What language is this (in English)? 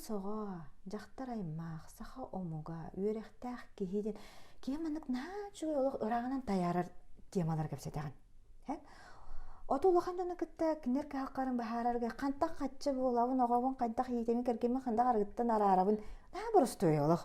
Yakut